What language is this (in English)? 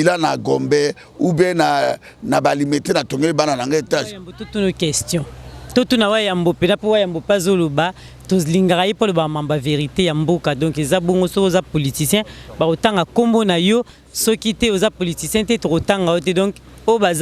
Lingala